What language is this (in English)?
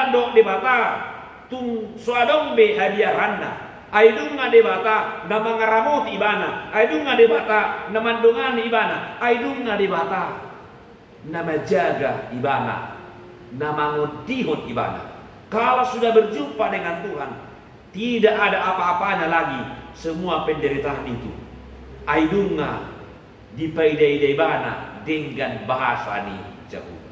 Batak Toba